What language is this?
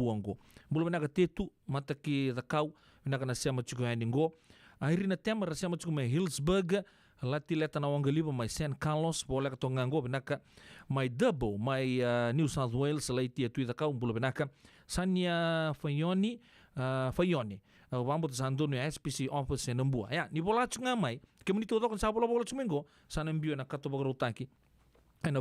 Fijian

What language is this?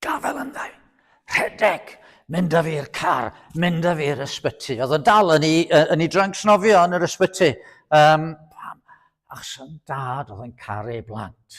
Welsh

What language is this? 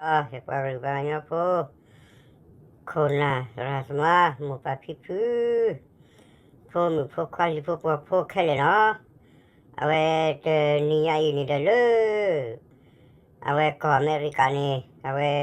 S'gaw Karen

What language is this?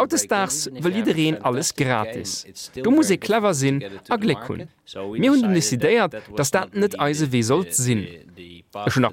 Luxembourgish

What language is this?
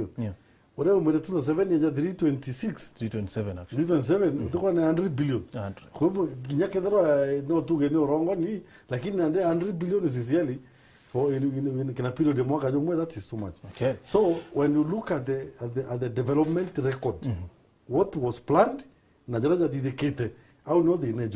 Meru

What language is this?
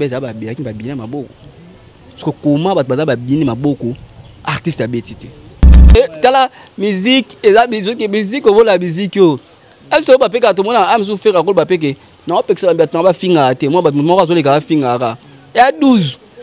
Lingala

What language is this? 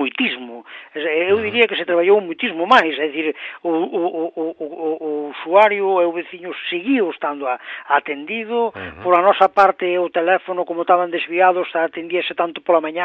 Galician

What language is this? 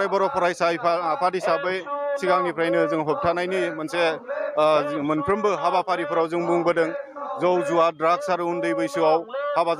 Bodo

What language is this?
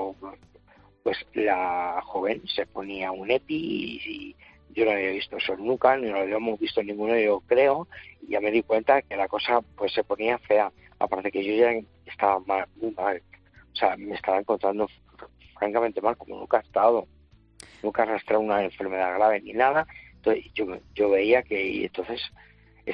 Spanish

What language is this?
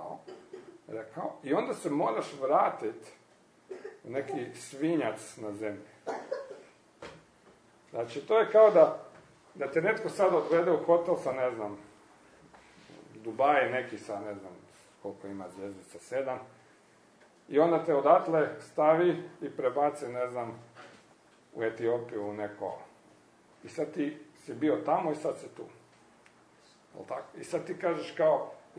Croatian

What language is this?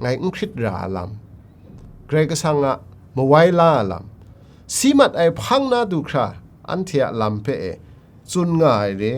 Kachin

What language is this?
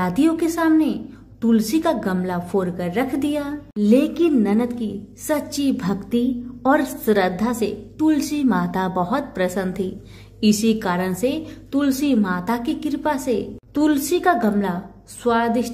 Hindi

